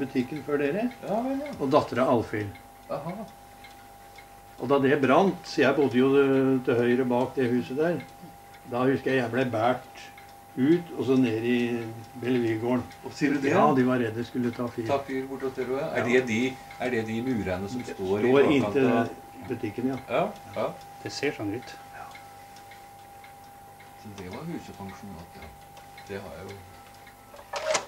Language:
Norwegian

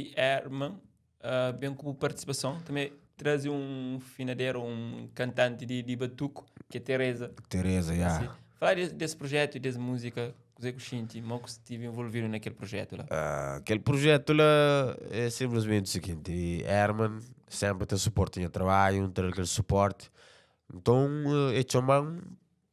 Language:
Kabuverdianu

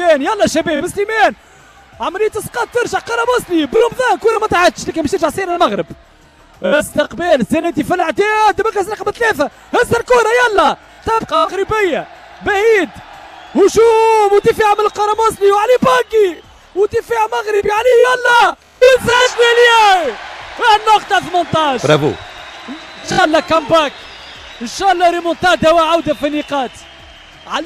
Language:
Tunisian Arabic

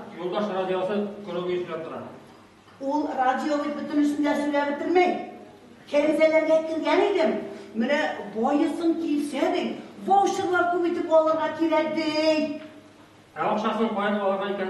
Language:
Tatar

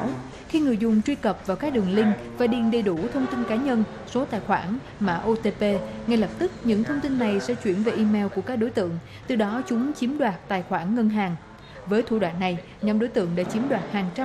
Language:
Vietnamese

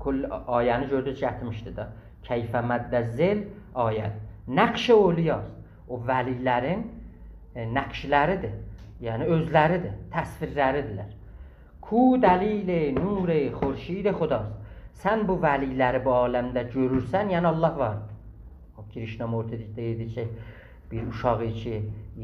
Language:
South Azerbaijani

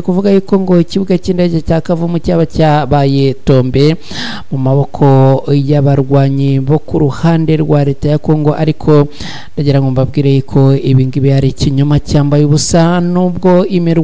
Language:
Kinyarwanda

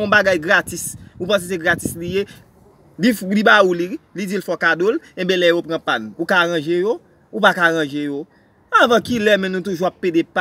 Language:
Haitian Creole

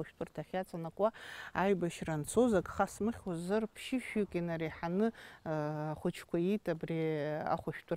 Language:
Abkhazian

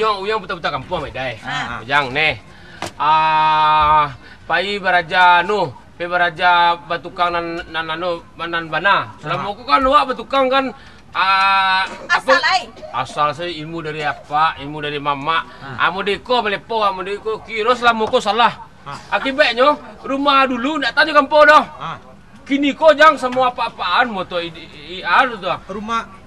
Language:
Minangkabau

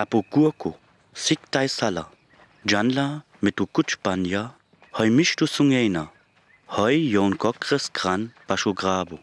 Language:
Sinte Romani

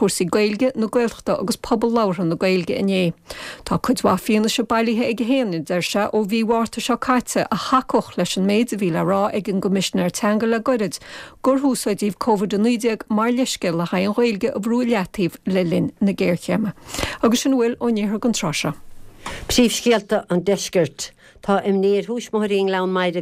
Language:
Irish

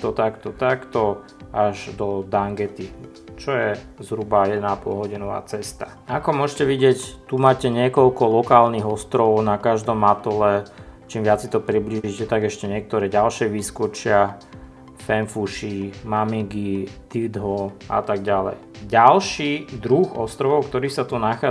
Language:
Slovak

